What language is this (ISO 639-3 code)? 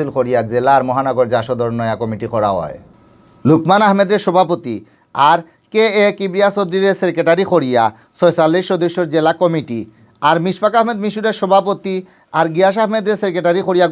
syl